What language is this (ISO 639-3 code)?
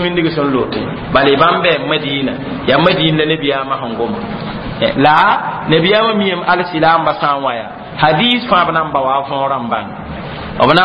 mos